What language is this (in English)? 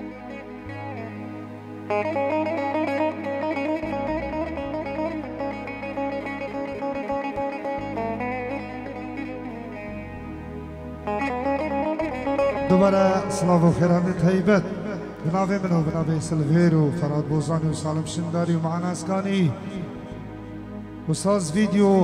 Persian